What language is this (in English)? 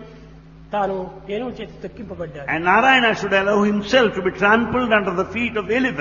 Telugu